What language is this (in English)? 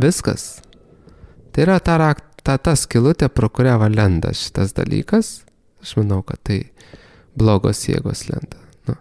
Lithuanian